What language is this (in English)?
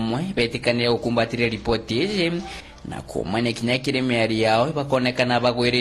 Meru